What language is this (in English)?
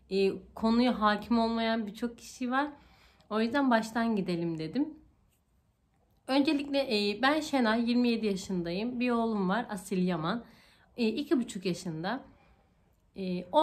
Turkish